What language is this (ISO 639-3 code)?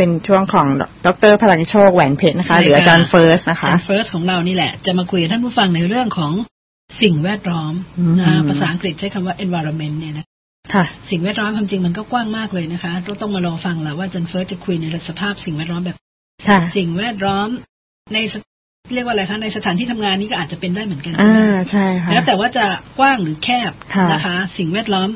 tha